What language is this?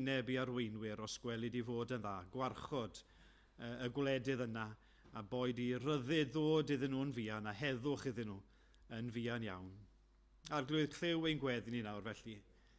Welsh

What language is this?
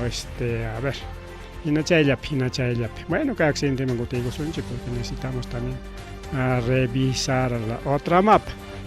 Ayacucho Quechua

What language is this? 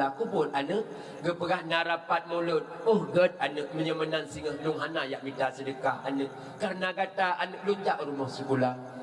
Achinese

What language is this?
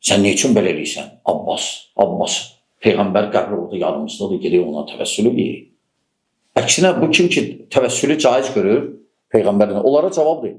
Azerbaijani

